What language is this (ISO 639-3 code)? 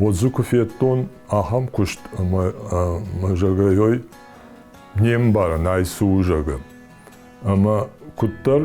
oss